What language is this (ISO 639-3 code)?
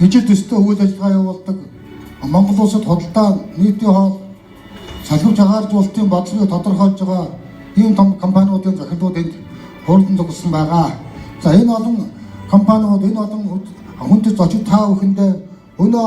mon